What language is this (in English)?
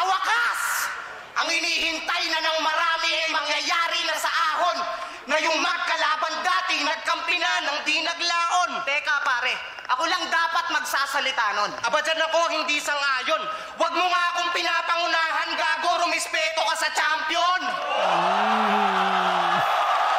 Filipino